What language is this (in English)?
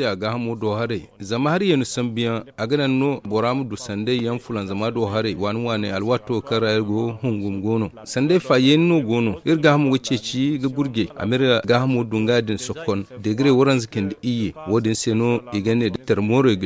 Zarma